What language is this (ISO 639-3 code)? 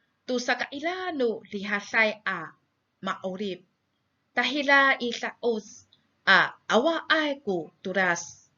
ami